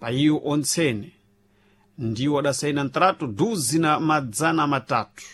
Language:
Sena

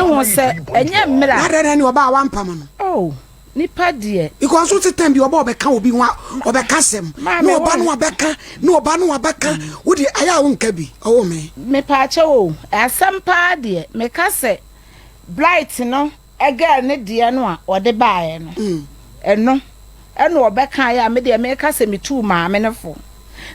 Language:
Akan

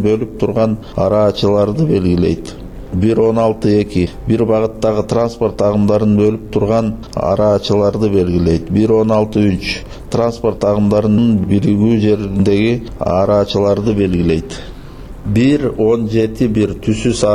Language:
Kyrgyz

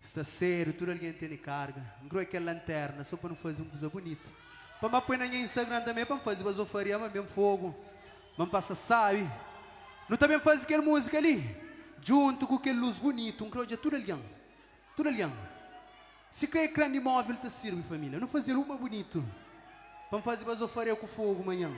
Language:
Kabuverdianu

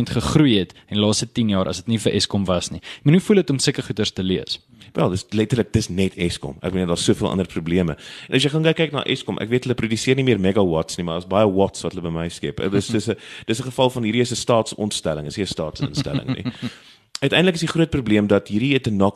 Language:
Afrikaans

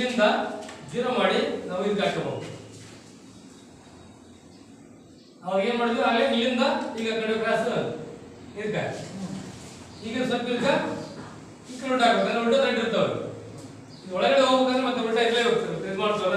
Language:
Kannada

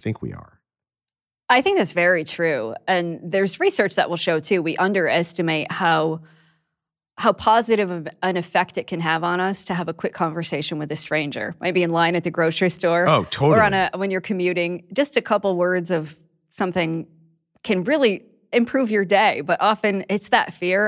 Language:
English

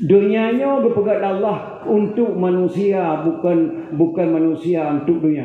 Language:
Achinese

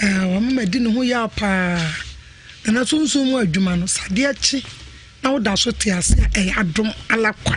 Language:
Akan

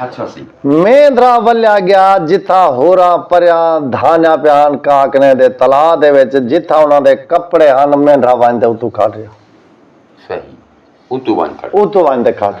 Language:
Saraiki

